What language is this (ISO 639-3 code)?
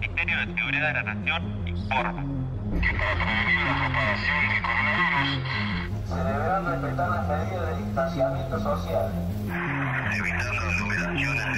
spa